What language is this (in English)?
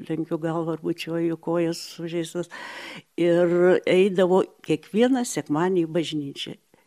Lithuanian